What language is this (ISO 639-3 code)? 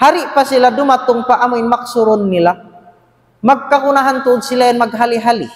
tsg